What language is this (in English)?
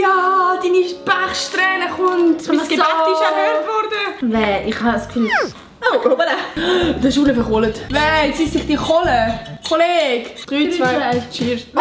Swiss German